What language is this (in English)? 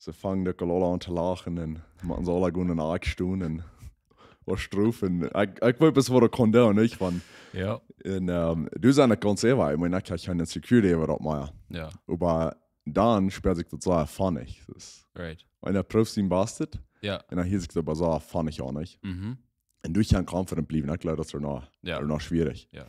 Plautdietsch